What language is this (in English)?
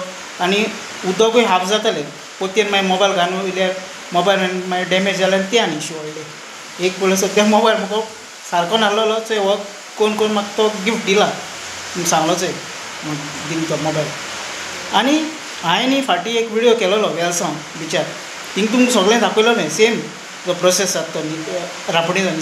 Konkani